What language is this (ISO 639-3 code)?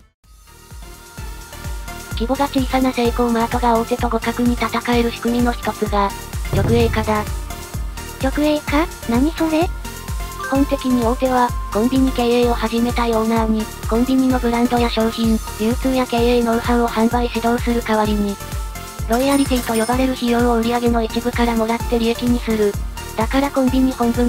jpn